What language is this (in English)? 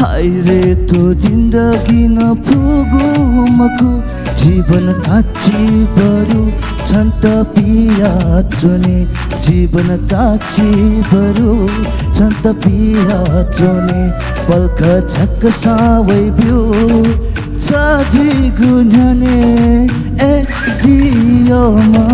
Newari